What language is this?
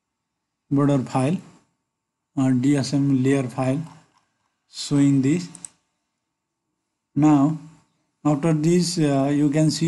English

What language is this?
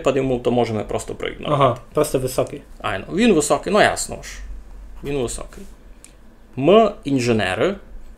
Rusyn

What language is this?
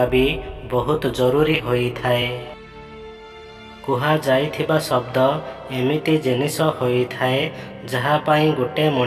Odia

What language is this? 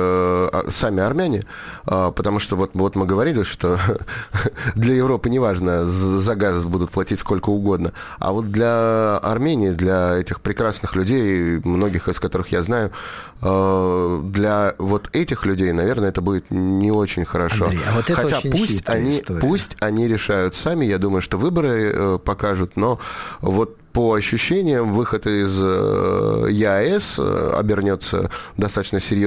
Russian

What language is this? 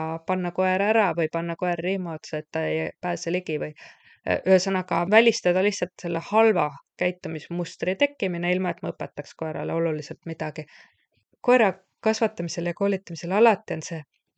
Estonian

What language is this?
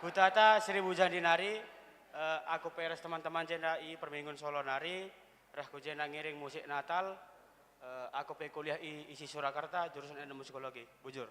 Batak Karo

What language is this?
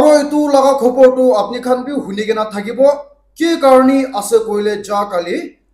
Naga Pidgin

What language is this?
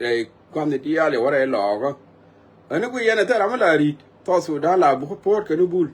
Nuer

